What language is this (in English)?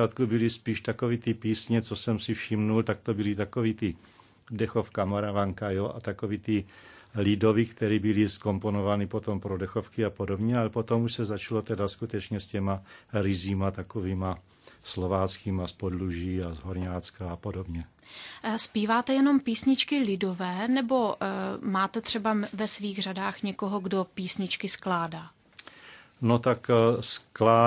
Czech